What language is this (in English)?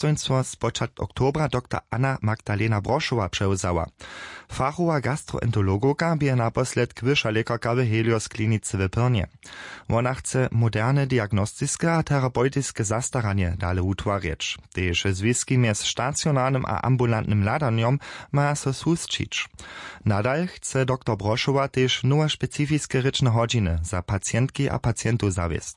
Upper Sorbian